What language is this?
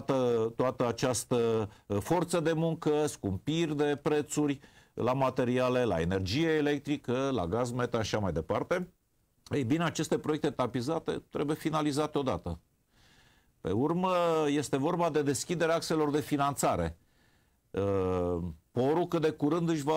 Romanian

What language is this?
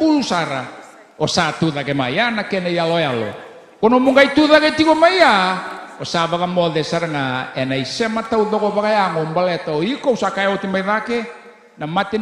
Fijian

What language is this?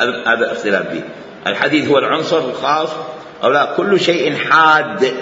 Mesopotamian Arabic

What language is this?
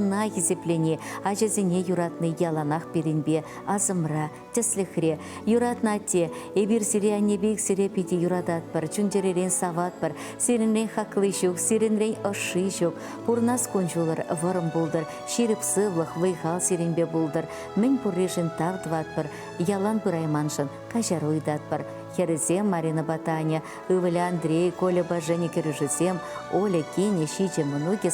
Chuvash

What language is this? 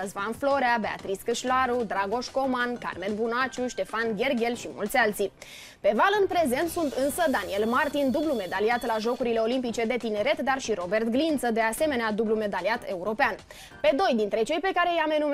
Romanian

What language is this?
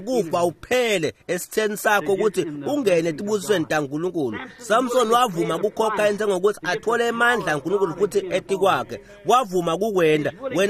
Swati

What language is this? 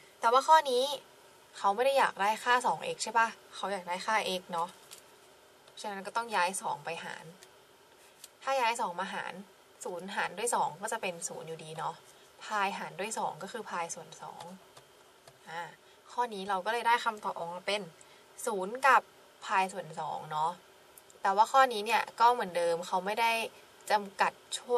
Thai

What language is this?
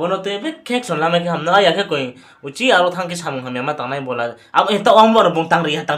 Riang (India)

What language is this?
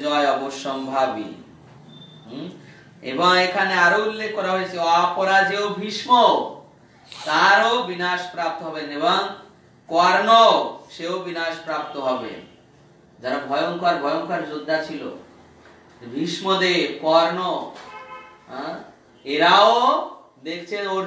Bangla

